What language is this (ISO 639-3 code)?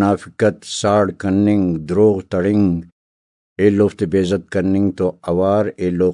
brh